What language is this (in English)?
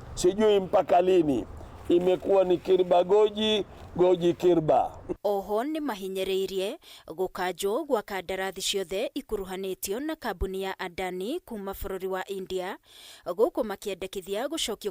Kikuyu